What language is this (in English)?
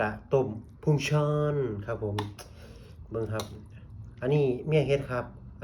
Northeastern Thai